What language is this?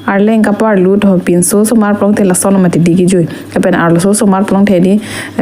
Karbi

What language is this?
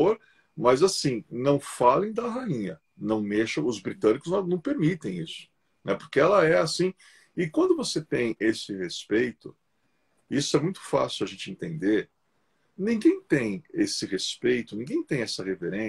Portuguese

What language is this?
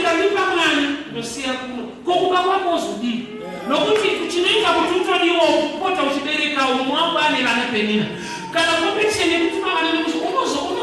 Shona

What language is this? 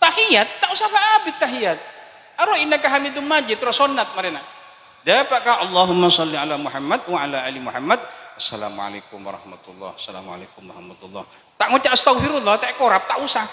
Madurese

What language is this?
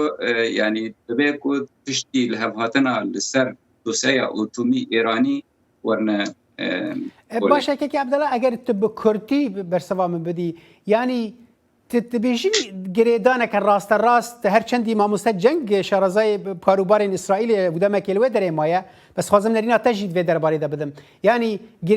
Kurdish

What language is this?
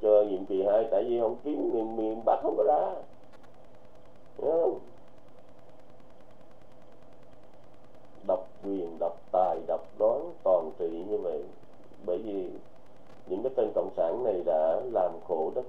Vietnamese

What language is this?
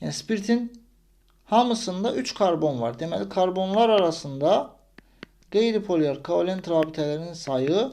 Azerbaijani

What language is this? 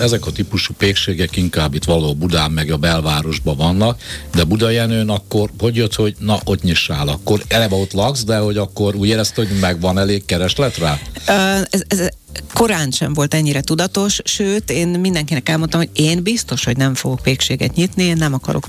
Hungarian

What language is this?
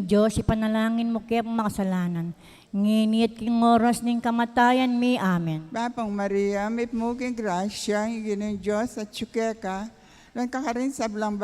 Pampanga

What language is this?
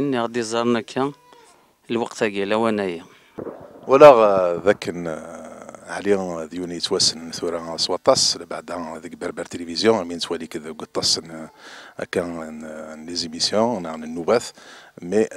Kabyle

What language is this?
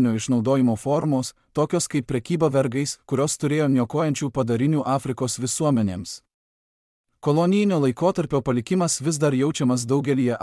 Lithuanian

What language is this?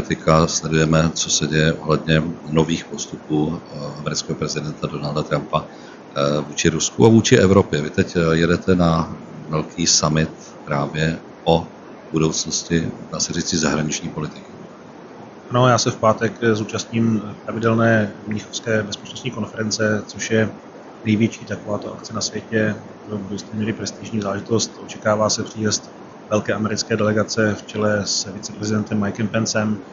Czech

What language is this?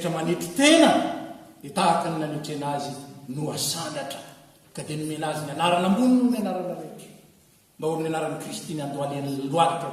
Malagasy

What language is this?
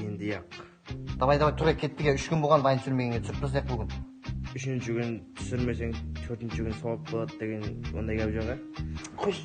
Kara-Kalpak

